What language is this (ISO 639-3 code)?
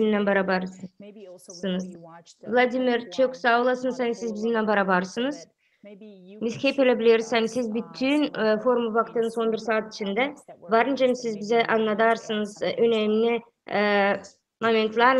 gag